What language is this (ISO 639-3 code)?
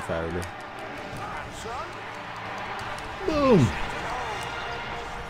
nld